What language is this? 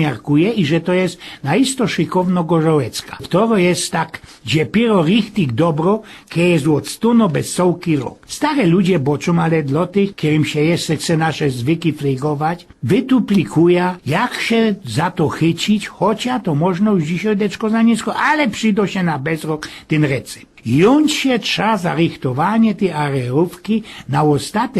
Silesian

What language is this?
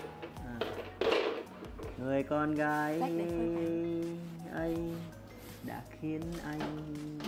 Vietnamese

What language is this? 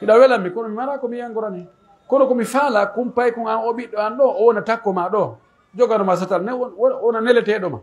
Pular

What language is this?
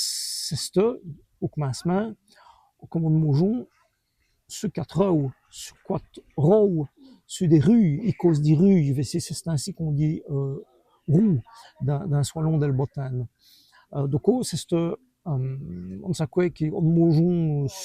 Walloon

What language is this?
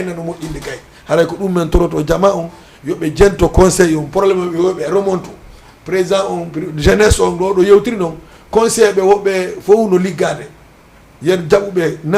Fula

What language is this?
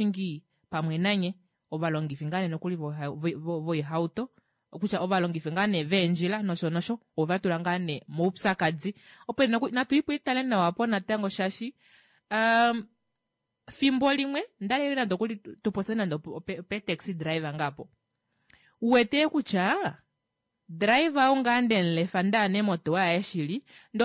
Kuanyama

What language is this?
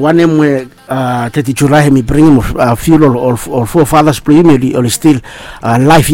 Bislama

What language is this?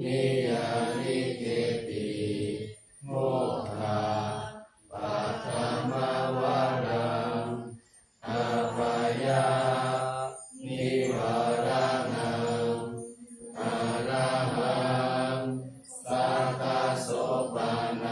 Pali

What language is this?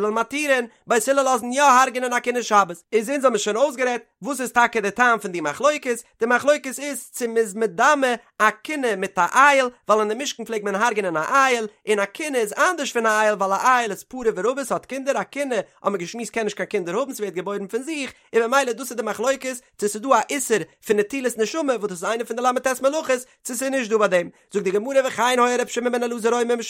Yiddish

